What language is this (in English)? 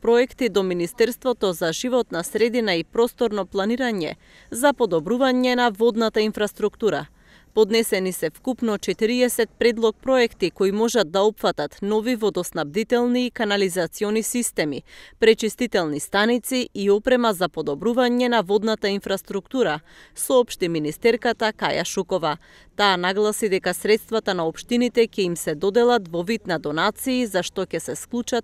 Macedonian